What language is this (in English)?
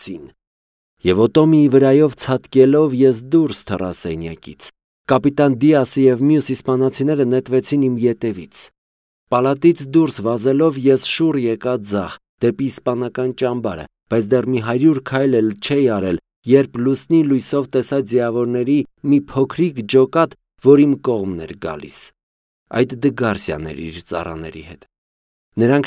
Armenian